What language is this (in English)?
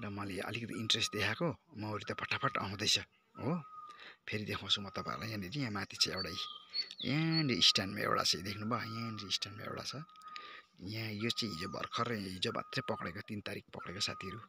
Nepali